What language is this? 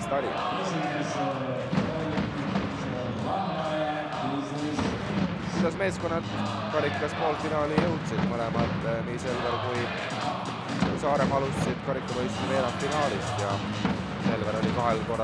Estonian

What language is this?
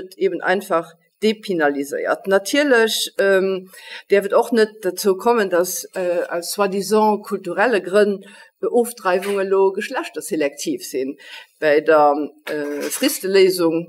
Luxembourgish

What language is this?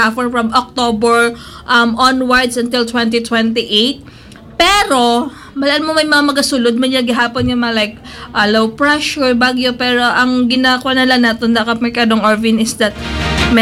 Hiligaynon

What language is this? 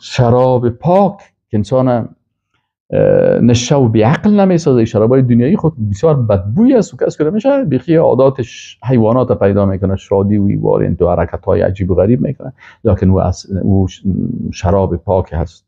Persian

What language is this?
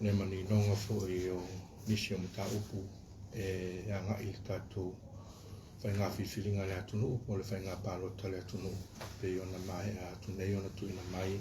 Samoan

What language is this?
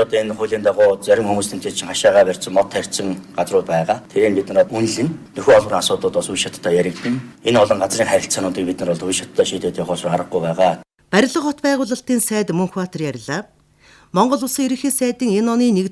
Mongolian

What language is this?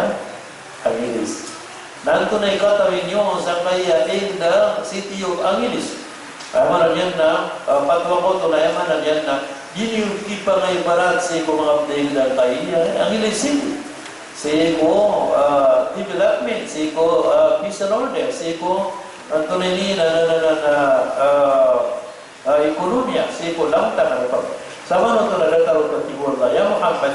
Maranao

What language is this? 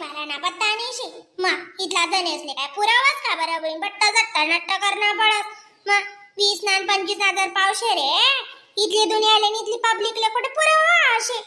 Khandesi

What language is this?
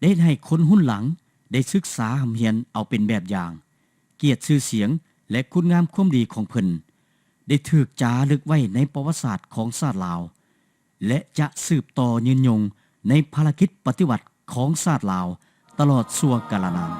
Lao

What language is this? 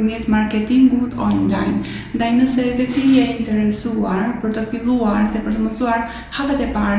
Albanian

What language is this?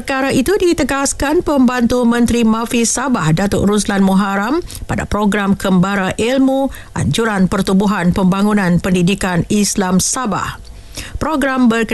Malay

